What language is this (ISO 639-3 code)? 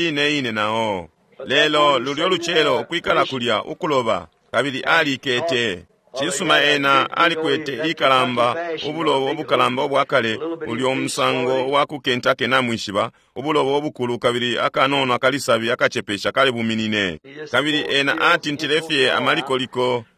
bem